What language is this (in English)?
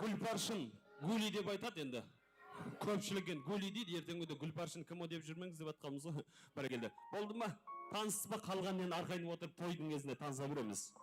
Kara-Kalpak